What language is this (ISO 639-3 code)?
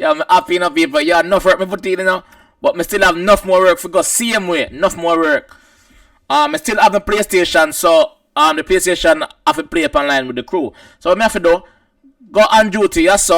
jam